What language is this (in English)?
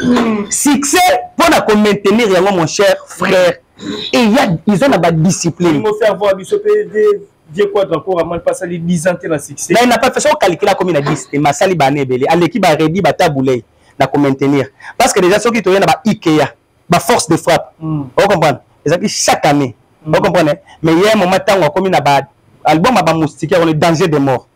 Lingala